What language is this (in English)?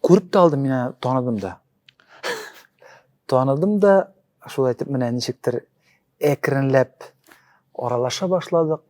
Tatar